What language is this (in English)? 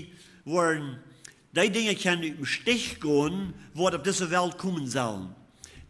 Plautdietsch